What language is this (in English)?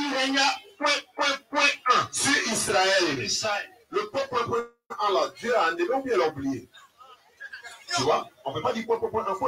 French